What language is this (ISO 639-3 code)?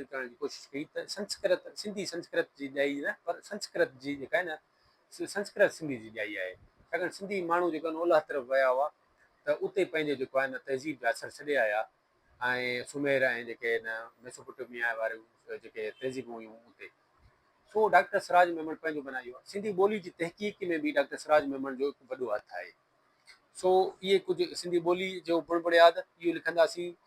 snd